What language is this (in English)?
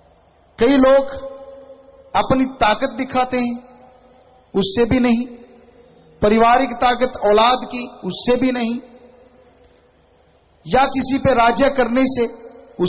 Hindi